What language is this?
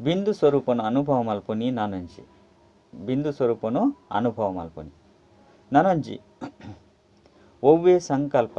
Tulu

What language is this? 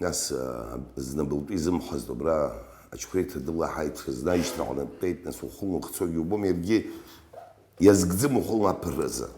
Abkhazian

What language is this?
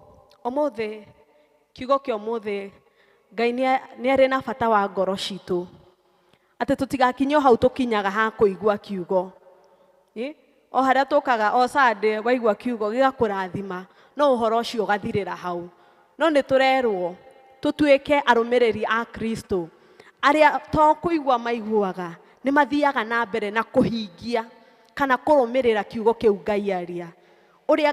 Kikuyu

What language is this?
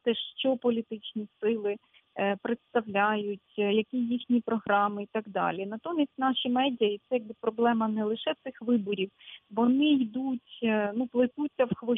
Ukrainian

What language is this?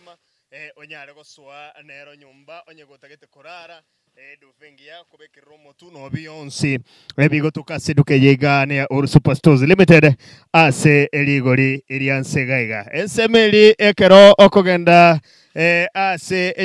Gusii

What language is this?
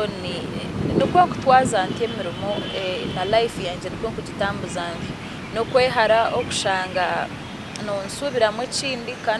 Nyankole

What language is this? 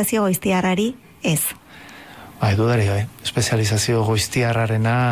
Basque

